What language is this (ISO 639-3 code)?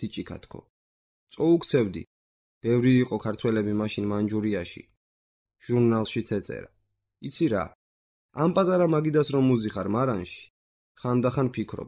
kat